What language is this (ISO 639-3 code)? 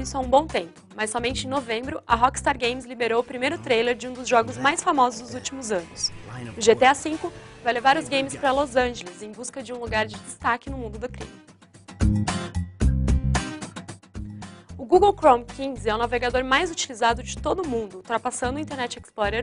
por